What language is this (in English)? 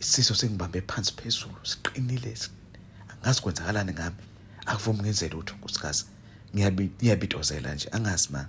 Zulu